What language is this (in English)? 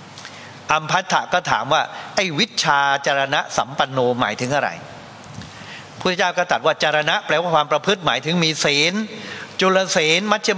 Thai